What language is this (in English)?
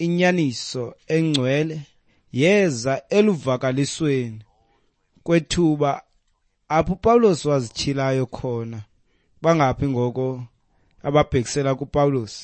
Xhosa